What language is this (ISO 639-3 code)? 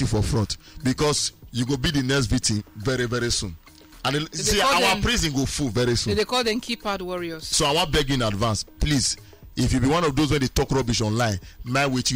pcm